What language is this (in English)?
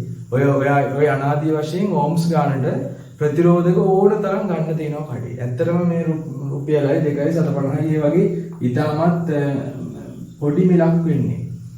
Sinhala